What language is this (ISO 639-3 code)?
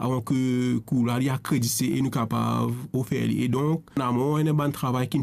mfe